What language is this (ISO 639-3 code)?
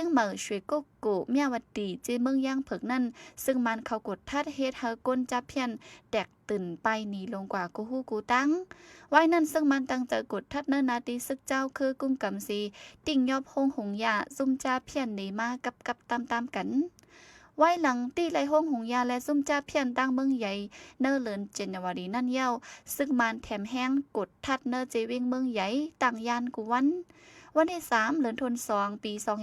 shn